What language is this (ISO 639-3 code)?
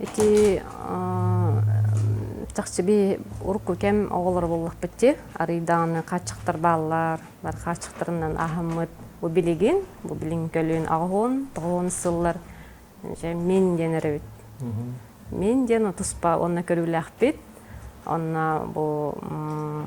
sah